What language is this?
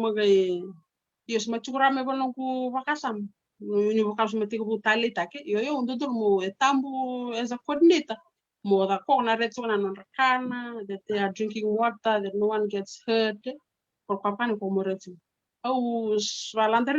Fijian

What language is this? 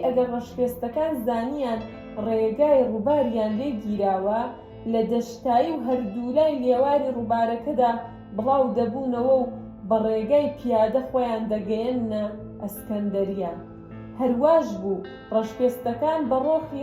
Central Kurdish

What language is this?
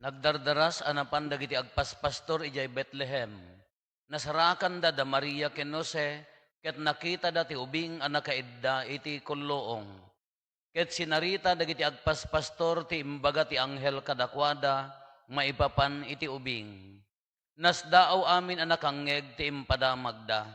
Iloko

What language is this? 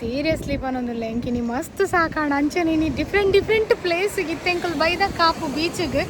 Tulu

